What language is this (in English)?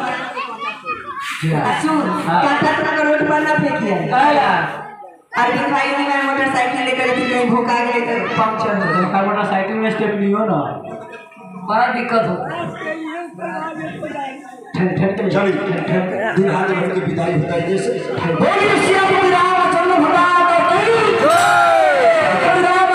Bhojpuri